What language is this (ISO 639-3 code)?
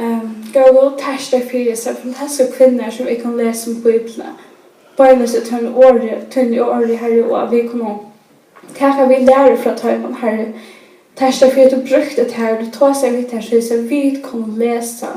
fao